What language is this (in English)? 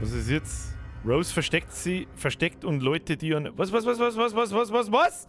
Bavarian